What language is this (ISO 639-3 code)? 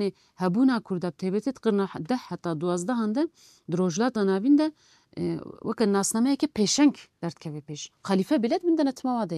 kur